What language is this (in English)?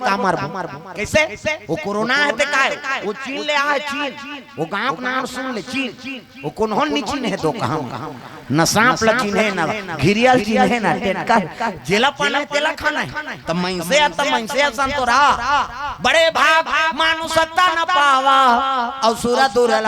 Chhattisgarhi